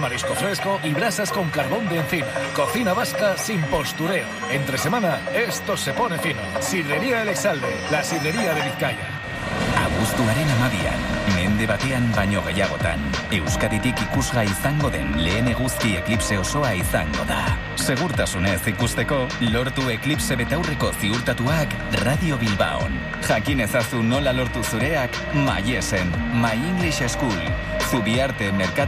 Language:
Basque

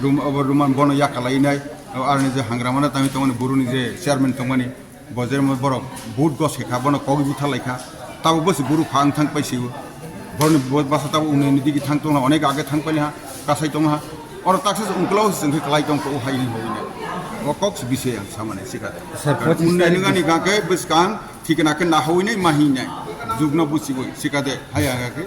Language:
Kok Borok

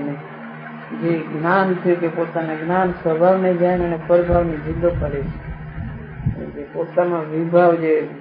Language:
Gujarati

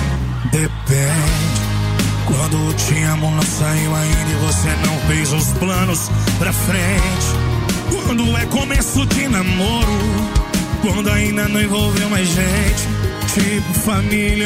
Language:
Portuguese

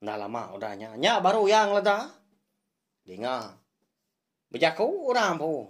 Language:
Iban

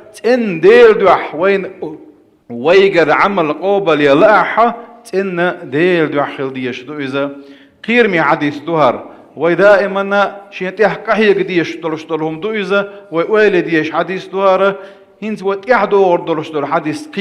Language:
Chechen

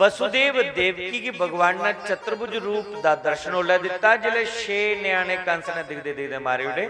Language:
Dogri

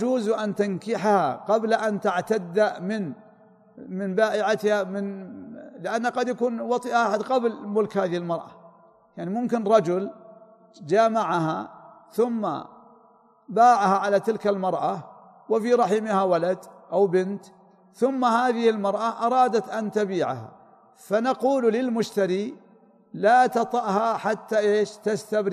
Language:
Arabic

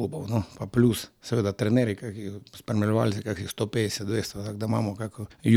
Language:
Slovenian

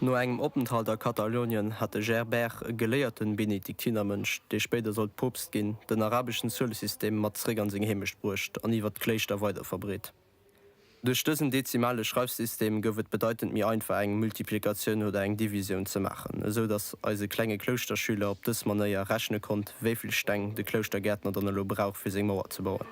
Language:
Luxembourgish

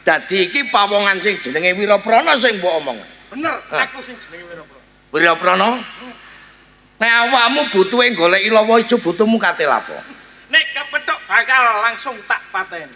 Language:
Javanese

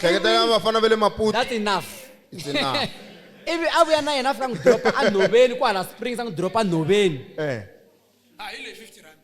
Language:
Tsonga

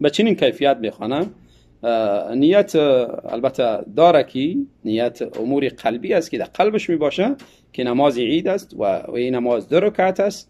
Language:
Tajik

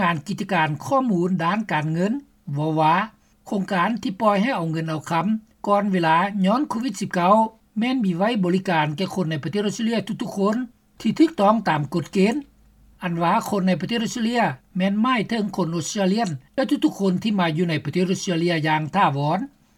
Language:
Lao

